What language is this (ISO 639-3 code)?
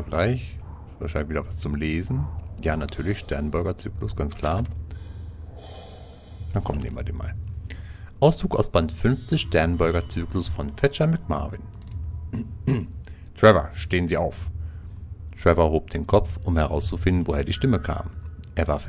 deu